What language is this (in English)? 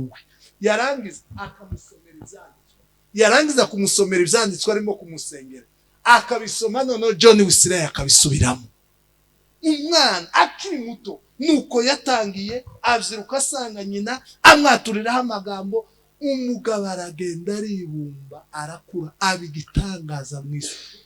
Kinyarwanda